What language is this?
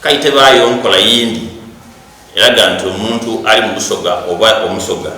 Soga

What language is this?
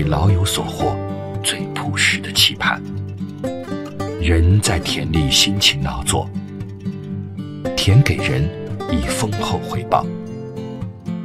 Chinese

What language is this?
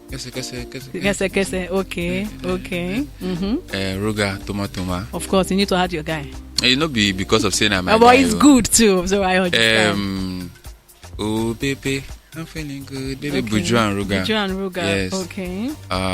Nigerian Pidgin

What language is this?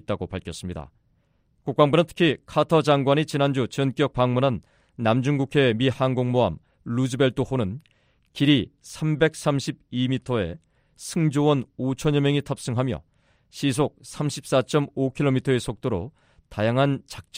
Korean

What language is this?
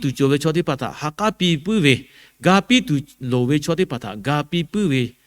Lahu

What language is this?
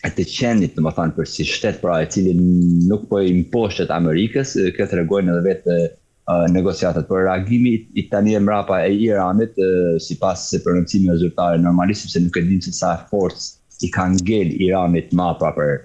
Albanian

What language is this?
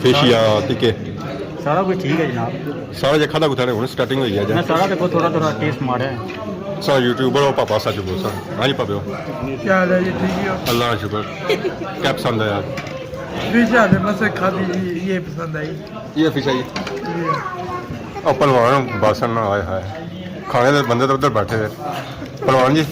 Pahari-Potwari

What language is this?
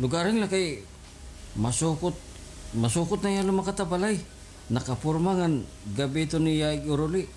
Waray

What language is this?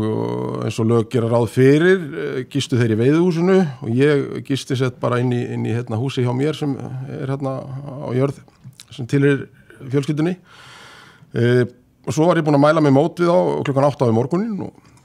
Icelandic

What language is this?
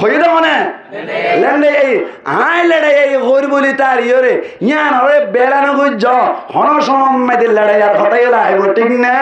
Rohingya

